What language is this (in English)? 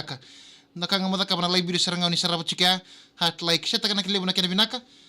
Fijian